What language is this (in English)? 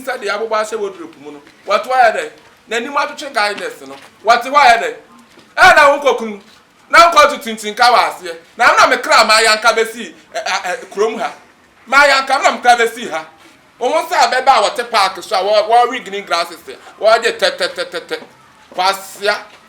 Akan